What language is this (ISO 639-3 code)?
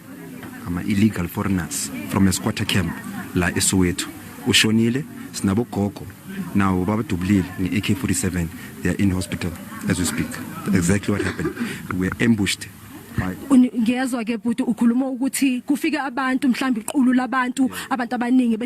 zul